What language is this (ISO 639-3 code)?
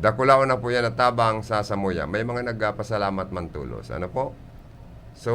bik